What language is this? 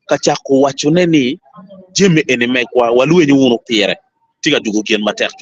Acoli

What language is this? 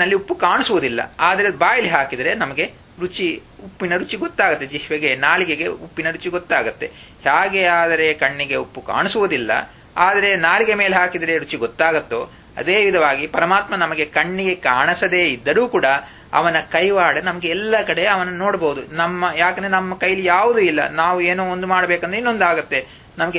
Kannada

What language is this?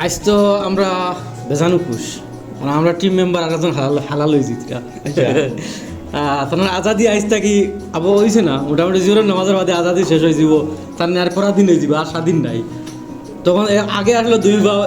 Sylheti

